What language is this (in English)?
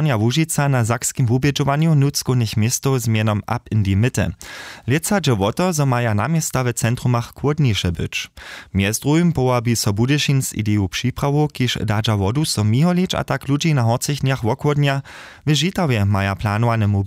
Upper Sorbian